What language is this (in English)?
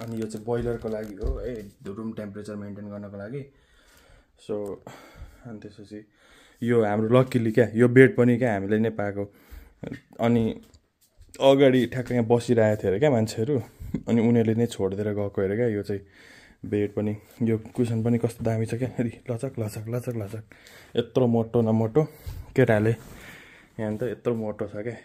Nepali